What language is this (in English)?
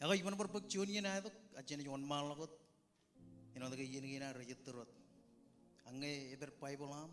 Marshallese